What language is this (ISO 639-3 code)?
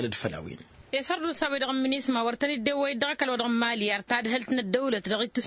taq